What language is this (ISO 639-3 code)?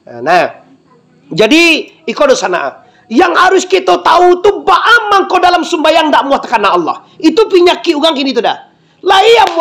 min